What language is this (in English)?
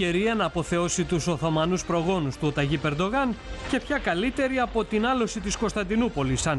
Greek